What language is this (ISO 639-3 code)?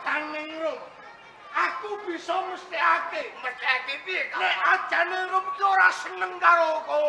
jav